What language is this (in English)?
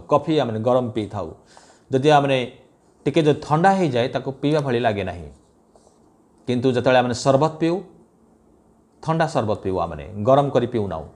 Odia